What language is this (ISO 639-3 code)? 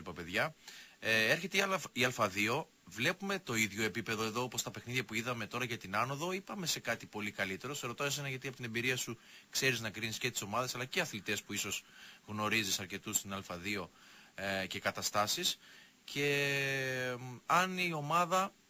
ell